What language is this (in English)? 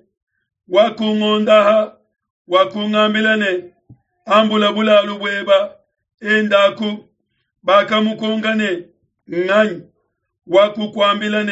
Luba-Lulua